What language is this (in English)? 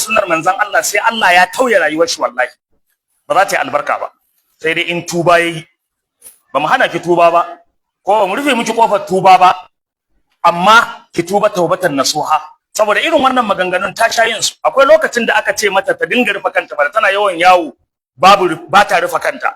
Hausa